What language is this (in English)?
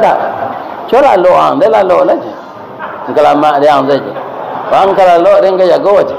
Minangkabau